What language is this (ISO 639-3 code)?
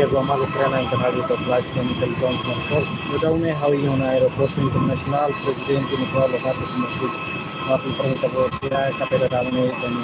tet